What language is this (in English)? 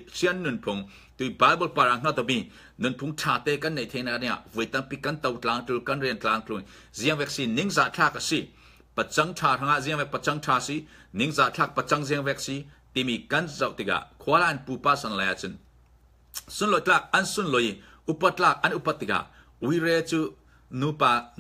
Falam Chin